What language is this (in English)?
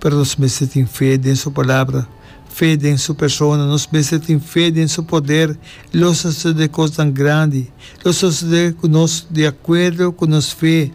Papiamento